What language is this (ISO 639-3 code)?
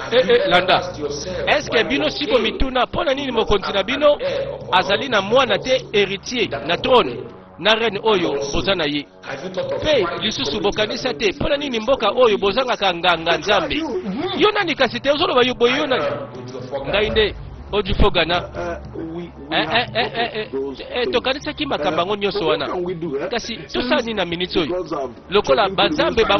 lin